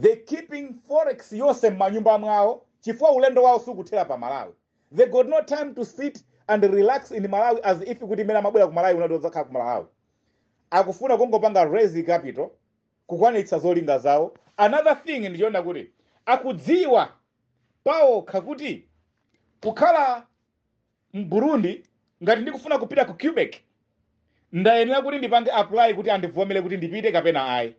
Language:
Nyanja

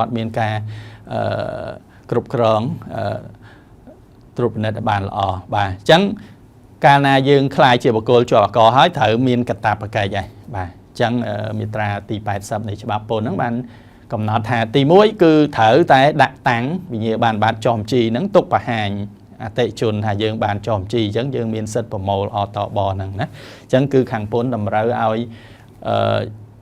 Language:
Khmer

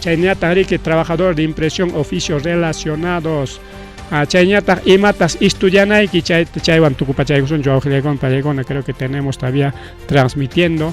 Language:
Ayacucho Quechua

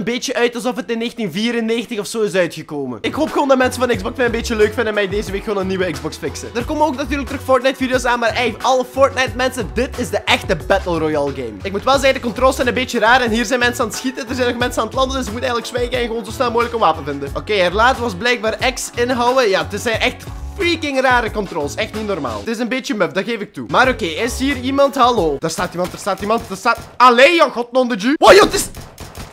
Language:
Dutch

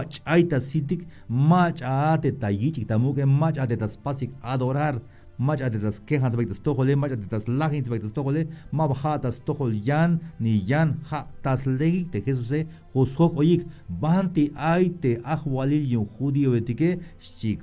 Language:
Tzeltal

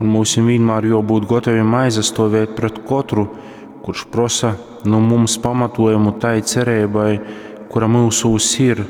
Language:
Latgalian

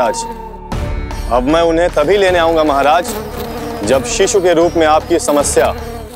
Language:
Hindi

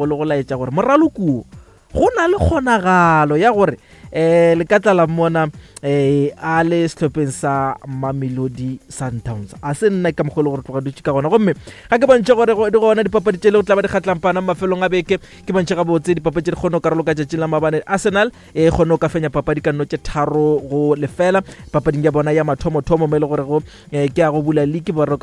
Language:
Northern Sotho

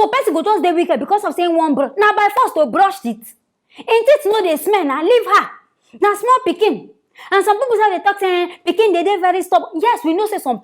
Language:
Nigerian Pidgin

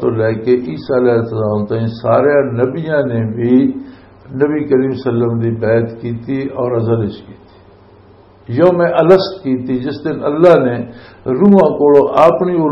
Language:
Western Panjabi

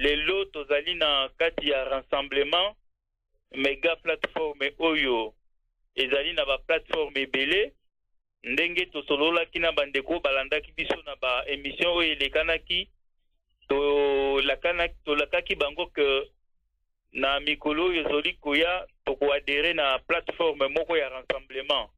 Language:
Lingala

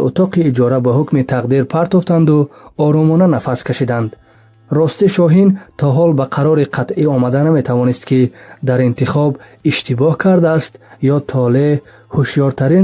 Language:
Tajik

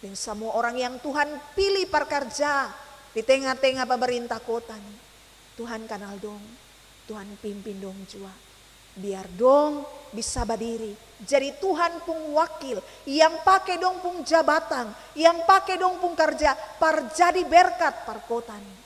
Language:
Ambonese Malay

